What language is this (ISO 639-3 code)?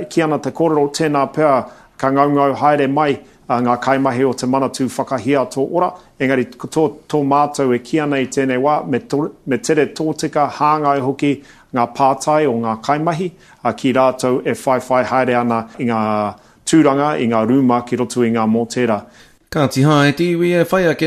mri